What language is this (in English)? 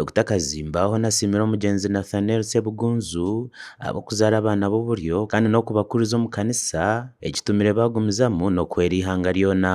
Nyankole